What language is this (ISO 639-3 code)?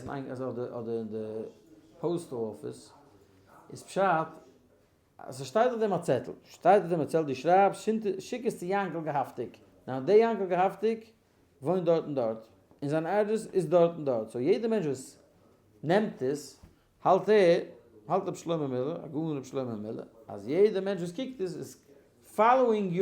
yid